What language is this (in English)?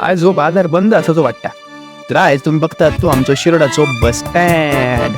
Konkani